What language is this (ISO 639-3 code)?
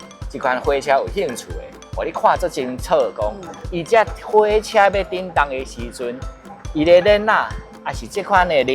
nan